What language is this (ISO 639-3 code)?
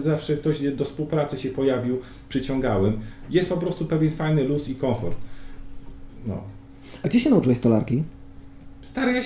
pol